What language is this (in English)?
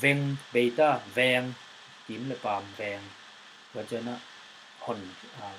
Tedim Chin